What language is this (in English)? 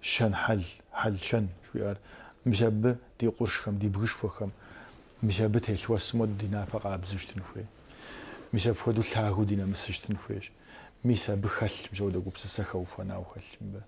Kabardian